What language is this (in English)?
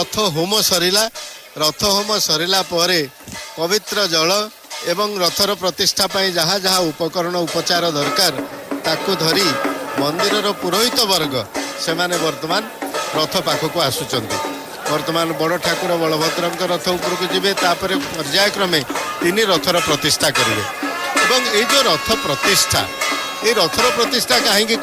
Odia